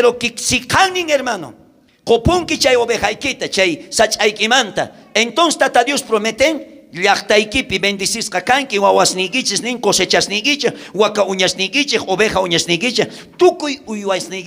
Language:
South Bolivian Quechua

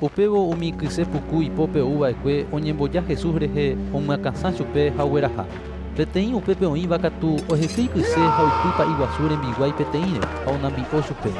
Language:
Guarani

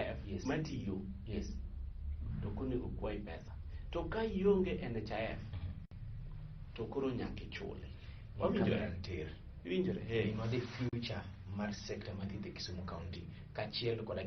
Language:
Luo (Kenya and Tanzania)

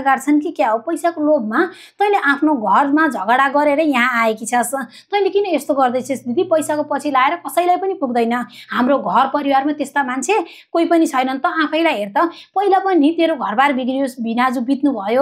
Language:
Nepali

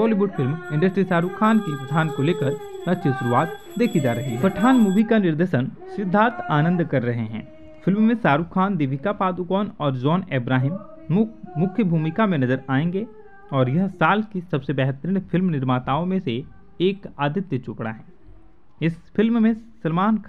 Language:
Hindi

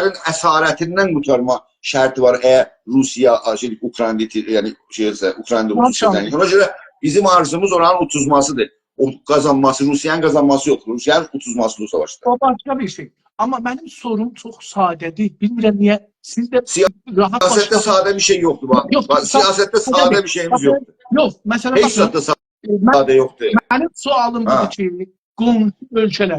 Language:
South Azerbaijani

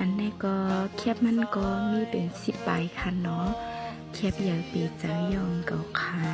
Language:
Shan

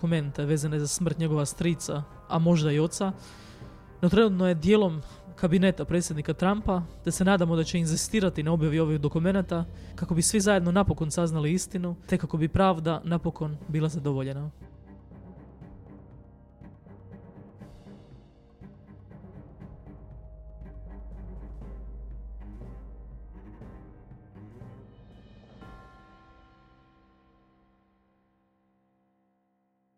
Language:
Croatian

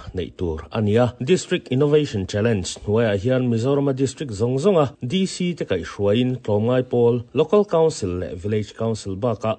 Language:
Mizo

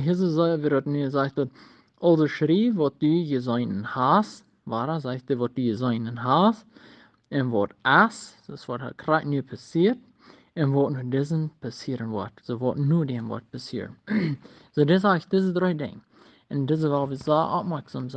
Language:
Plautdietsch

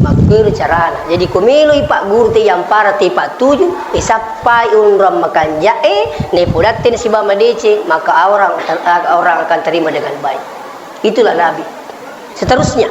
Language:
Buginese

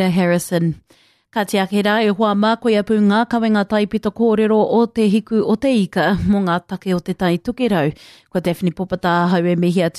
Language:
Māori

